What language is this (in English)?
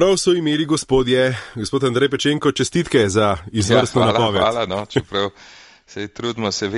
Slovenian